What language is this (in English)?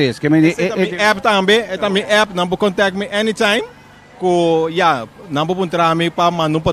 Papiamento